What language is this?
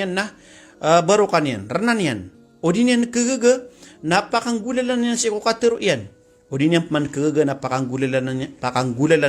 Maranao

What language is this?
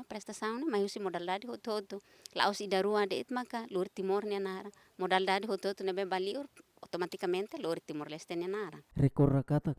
Tetum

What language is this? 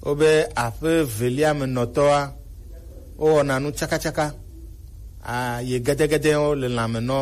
Gen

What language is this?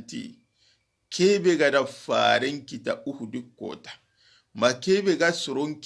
Soninke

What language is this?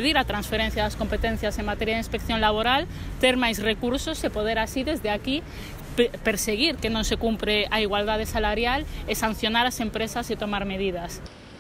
Galician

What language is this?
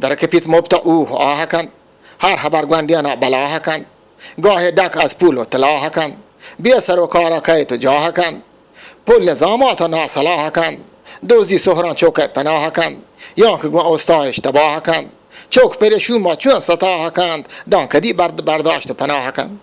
Eastern Balochi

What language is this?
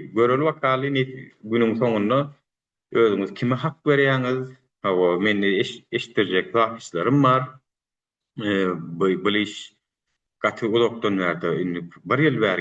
Turkmen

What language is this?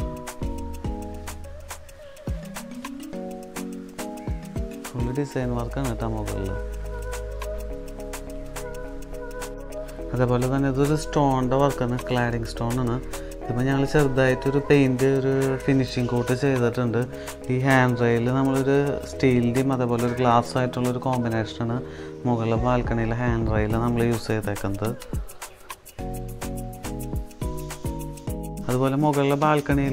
Malayalam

